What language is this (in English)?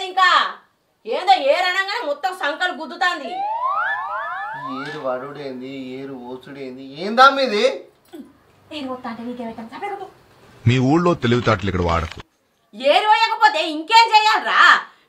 Telugu